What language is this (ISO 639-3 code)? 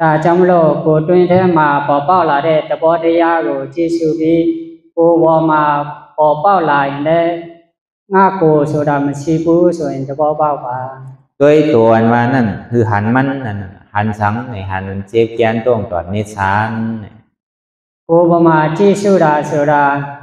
shn